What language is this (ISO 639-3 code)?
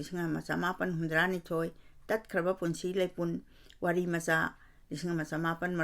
mni